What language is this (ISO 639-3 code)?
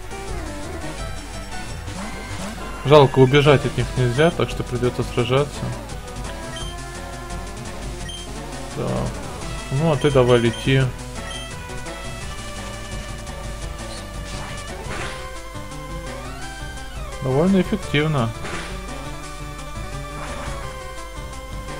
rus